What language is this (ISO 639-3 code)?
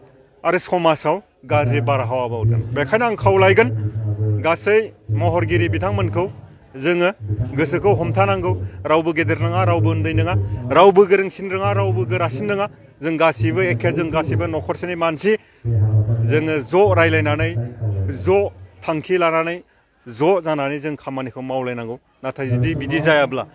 brx